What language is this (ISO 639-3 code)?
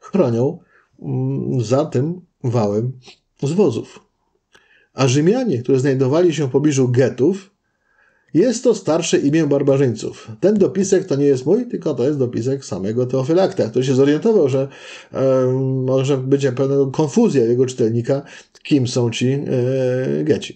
pol